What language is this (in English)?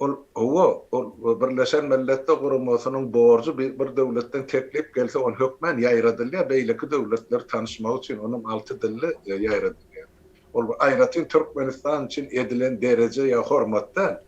Turkmen